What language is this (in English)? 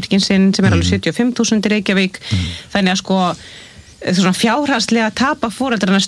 Icelandic